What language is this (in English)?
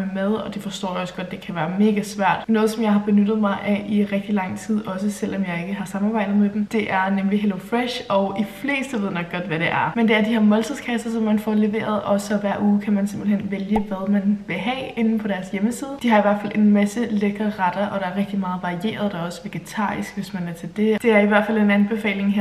Danish